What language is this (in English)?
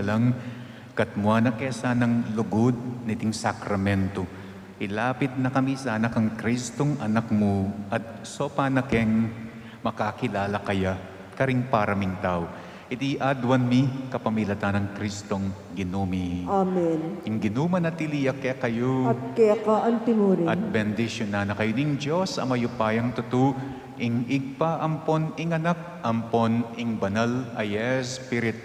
Pampanga